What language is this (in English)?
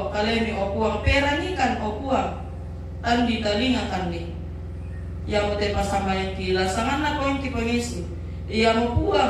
Toraja-Sa'dan